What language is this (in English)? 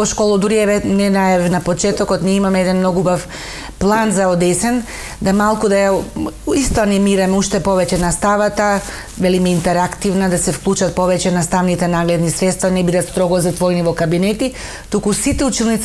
Macedonian